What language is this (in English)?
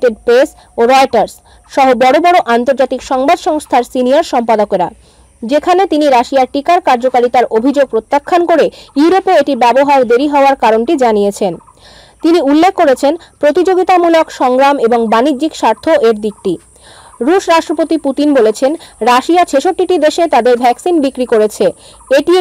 Bangla